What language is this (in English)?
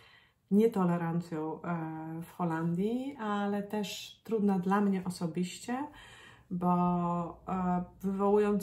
Polish